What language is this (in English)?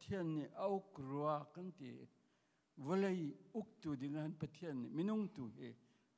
Hakha Chin